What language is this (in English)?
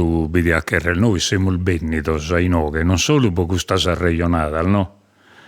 Sardinian